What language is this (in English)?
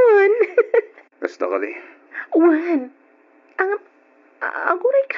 Iloko